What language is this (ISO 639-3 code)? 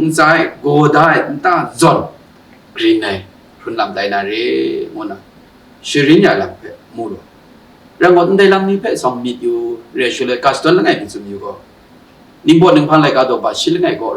kac